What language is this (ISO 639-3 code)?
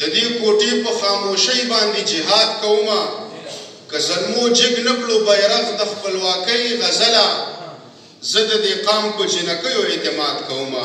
pus